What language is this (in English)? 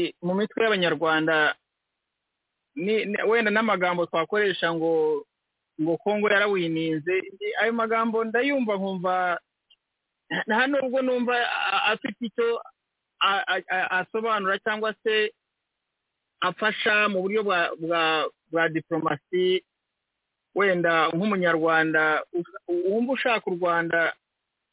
Kinyarwanda